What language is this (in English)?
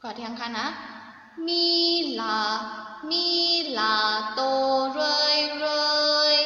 Shan